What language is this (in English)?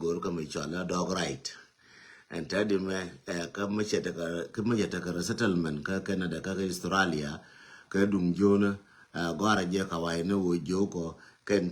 Nuer